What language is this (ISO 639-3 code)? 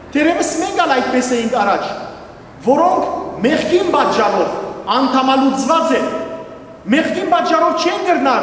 hyw